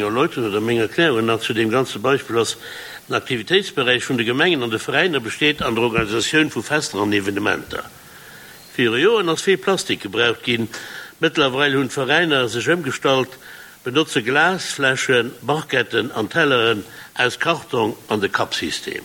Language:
Luxembourgish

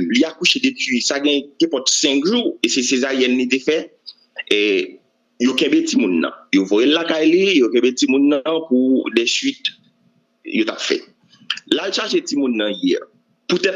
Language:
Haitian Creole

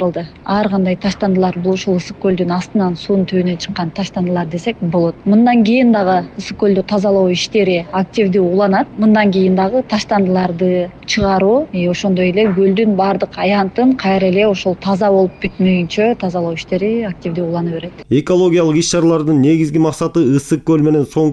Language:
Kyrgyz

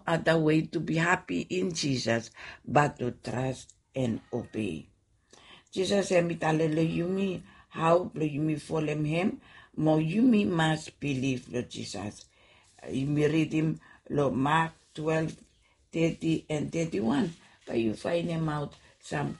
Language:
Bislama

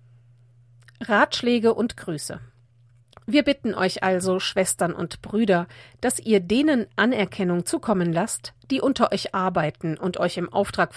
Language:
German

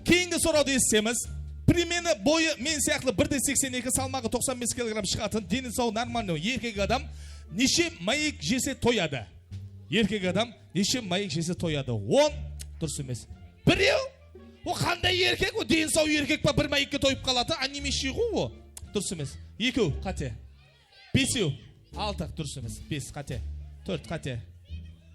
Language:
Kara-Kalpak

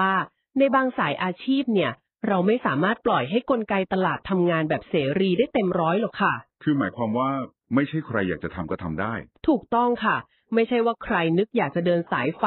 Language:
Thai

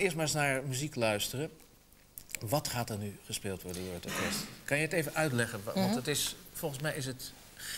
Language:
Dutch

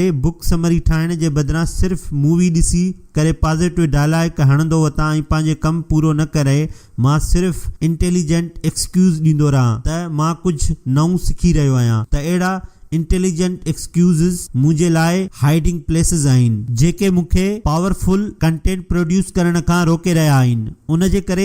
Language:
Sindhi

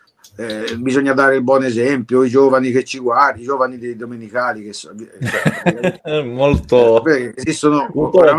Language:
Italian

